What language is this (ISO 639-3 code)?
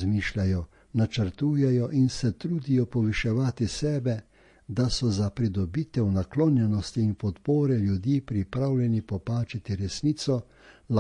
slv